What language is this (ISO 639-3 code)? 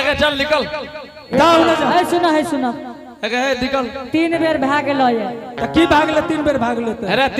anp